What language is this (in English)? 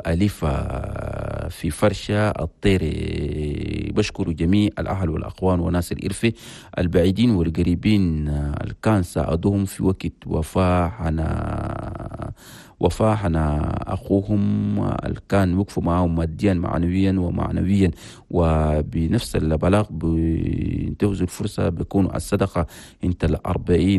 Chadian Arabic